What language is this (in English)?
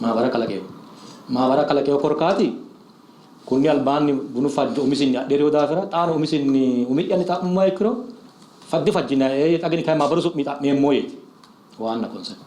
Sidamo